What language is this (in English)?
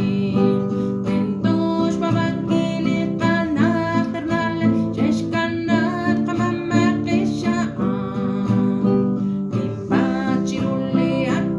Kekchí